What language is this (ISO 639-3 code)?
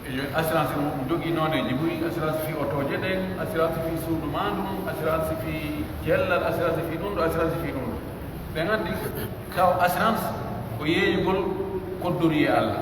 fuf